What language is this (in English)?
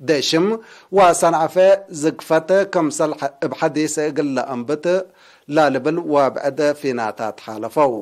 Tigre